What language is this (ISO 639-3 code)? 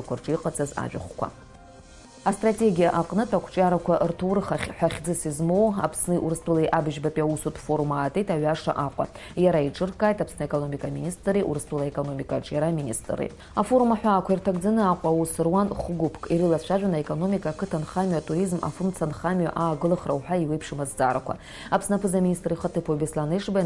abk